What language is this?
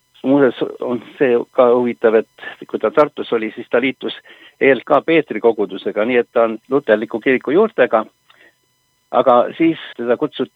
Estonian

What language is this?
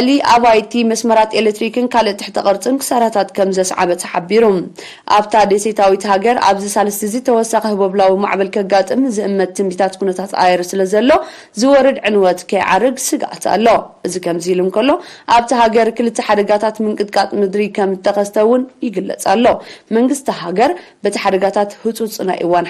Tigrinya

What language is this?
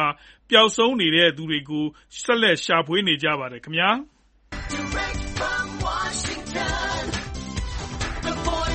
Burmese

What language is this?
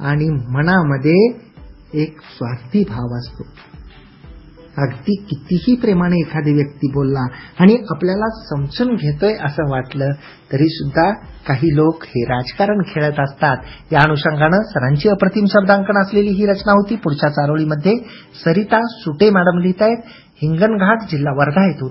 Marathi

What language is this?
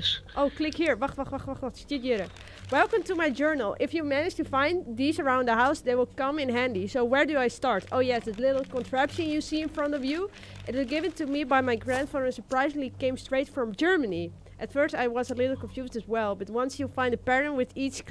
Western Frisian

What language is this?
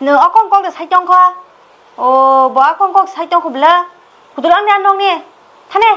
Kok Borok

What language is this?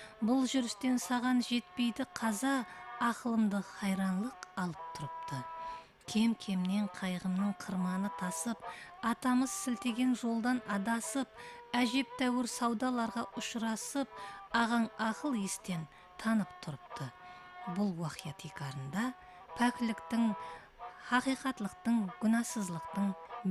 Kara-Kalpak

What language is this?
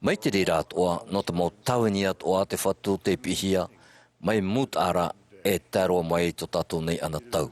Tahitian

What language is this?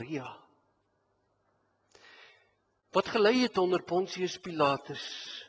Afrikaans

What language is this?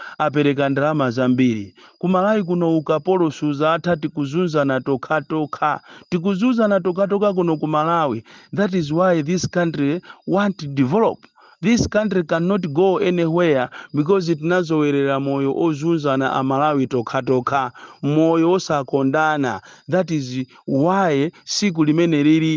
Nyanja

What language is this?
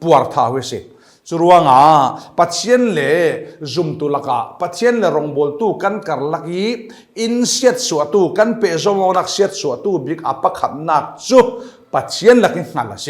Falam Chin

